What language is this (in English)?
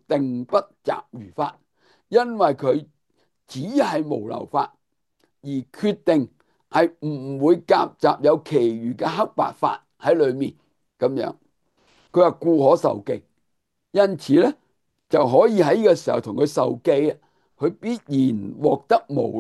Cantonese